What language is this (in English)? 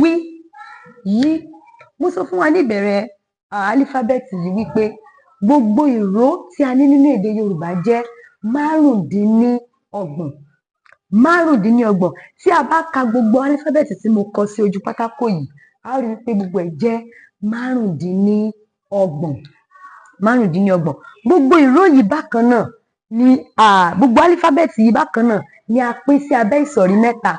Yoruba